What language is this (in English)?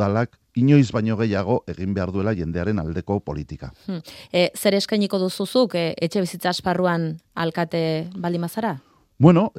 Basque